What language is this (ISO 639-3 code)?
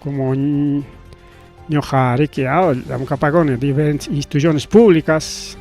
quy